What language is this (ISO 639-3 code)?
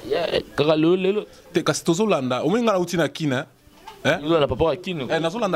lin